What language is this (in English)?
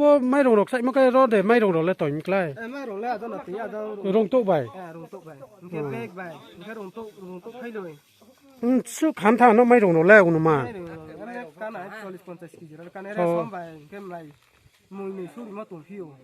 Riang (India)